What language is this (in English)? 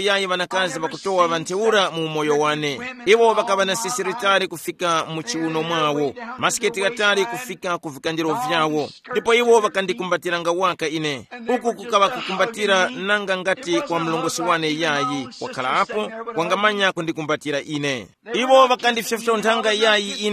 Tumbuka